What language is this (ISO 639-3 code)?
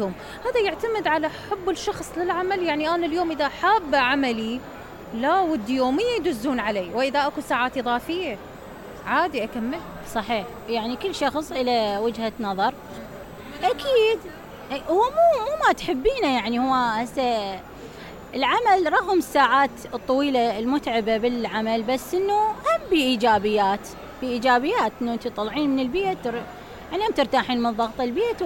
acm